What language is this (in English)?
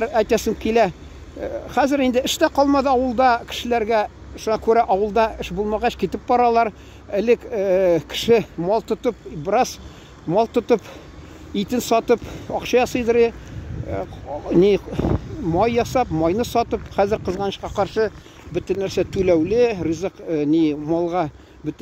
Tatar